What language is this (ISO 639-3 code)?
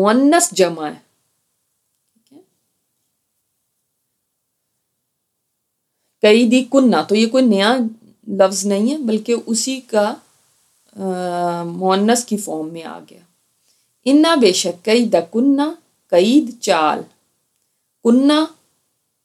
urd